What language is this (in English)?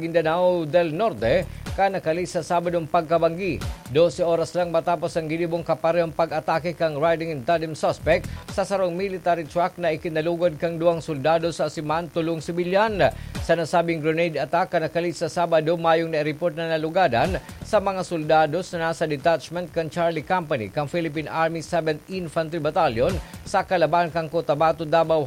Bikol